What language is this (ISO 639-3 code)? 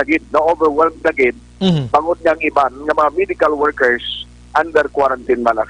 hil